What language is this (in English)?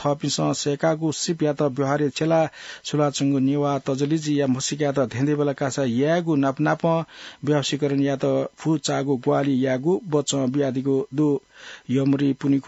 Newari